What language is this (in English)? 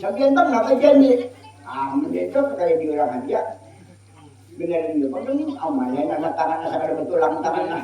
Banjar